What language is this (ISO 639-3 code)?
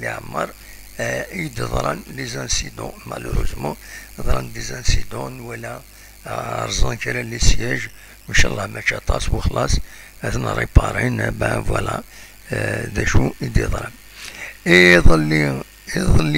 kab